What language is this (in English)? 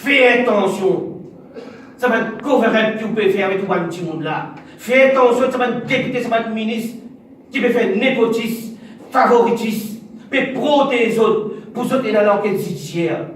Morisyen